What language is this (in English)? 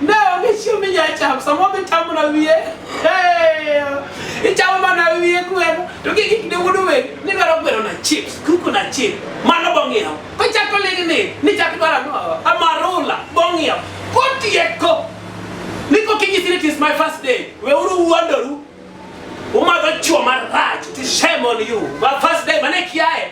Luo (Kenya and Tanzania)